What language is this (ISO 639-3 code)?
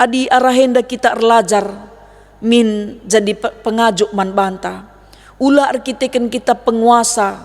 btx